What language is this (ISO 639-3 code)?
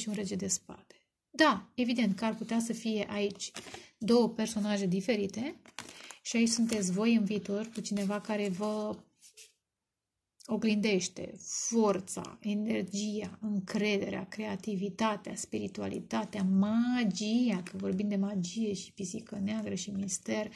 ron